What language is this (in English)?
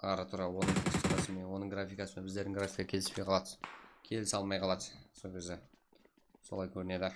Kara-Kalpak